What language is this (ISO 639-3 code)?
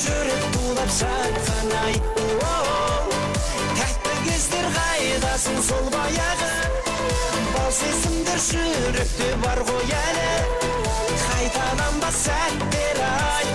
kaa